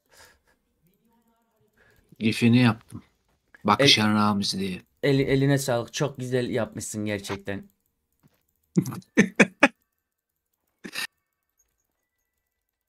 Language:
Turkish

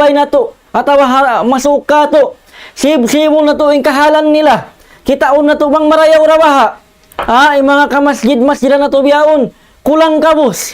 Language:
Tausug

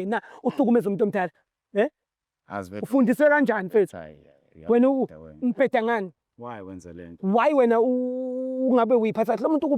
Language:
Zulu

